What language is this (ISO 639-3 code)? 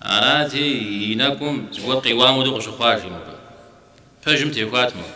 kbd